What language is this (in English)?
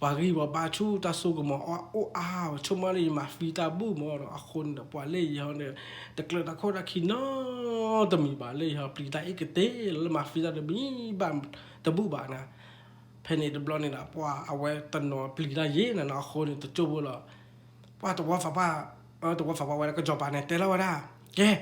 S'gaw Karen